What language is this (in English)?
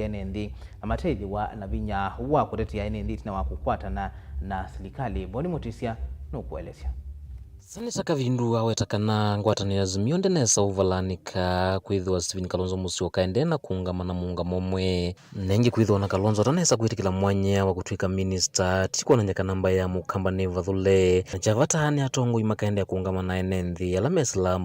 Kamba